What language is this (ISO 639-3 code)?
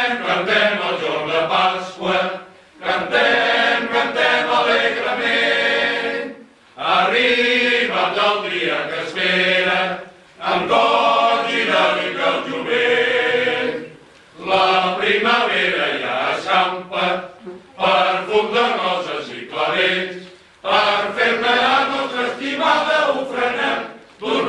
cat